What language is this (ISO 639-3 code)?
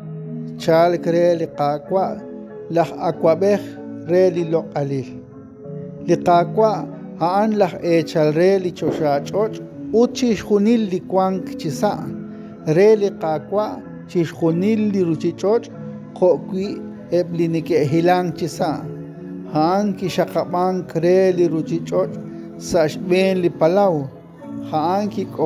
kek